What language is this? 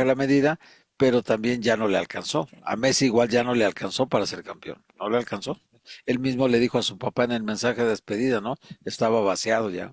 Spanish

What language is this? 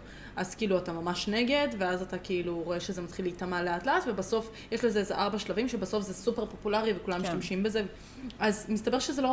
Hebrew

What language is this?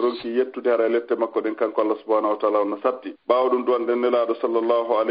Fula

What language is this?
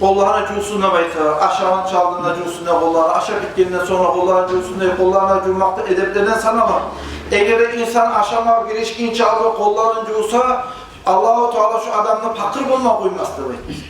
Kumyk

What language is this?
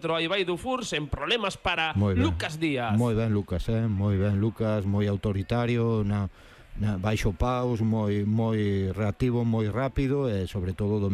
Galician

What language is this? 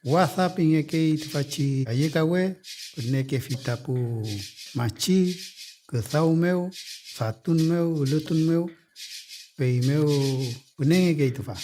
Mapuche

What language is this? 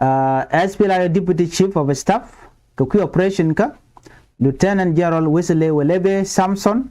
Nuer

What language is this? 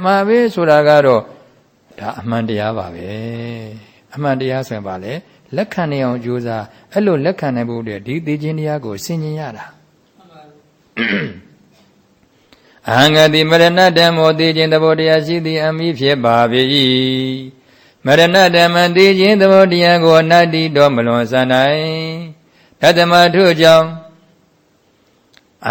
Burmese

